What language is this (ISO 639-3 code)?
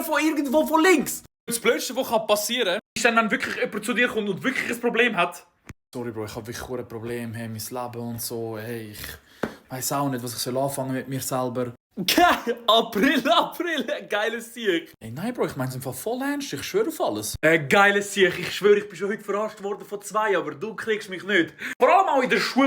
gsw